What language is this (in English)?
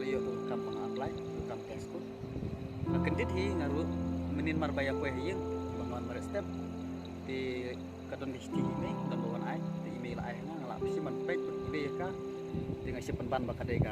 Khasi